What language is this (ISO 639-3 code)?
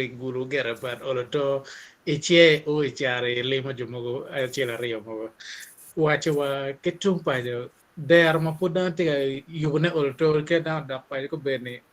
ach